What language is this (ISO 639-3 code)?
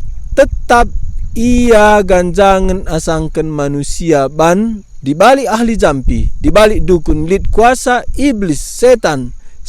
btx